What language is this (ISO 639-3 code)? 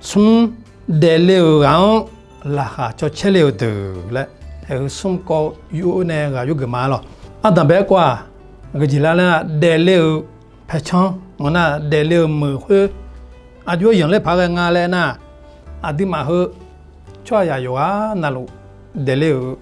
ahk